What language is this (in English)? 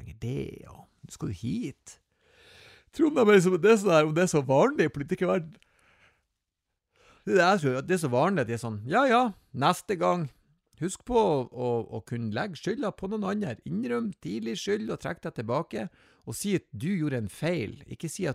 Norwegian